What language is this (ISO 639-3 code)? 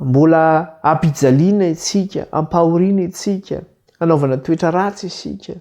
mlg